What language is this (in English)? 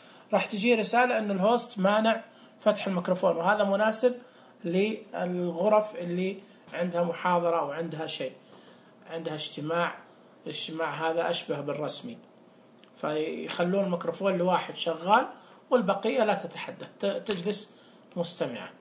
Najdi Arabic